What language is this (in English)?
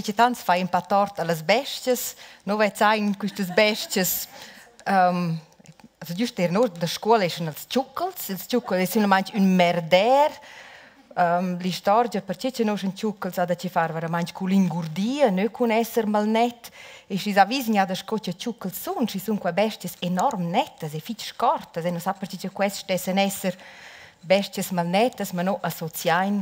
Romansh